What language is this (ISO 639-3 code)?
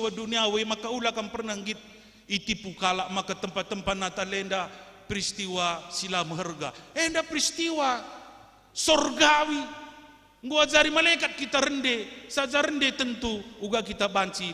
btx